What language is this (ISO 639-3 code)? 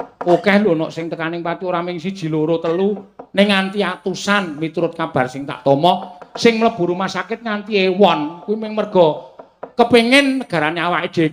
jav